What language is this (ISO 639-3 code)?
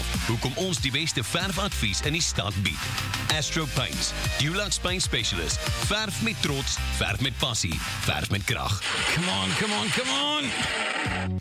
afr